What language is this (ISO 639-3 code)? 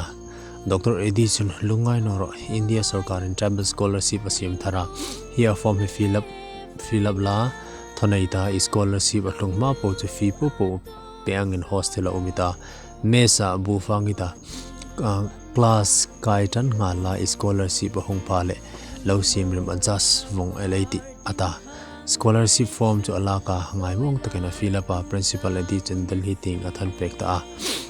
hmr